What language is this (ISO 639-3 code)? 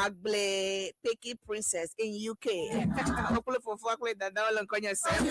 ewe